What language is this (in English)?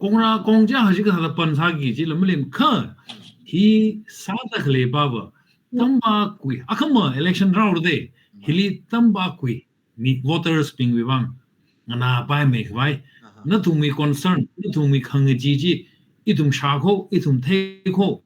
Tangkhul Naga (India)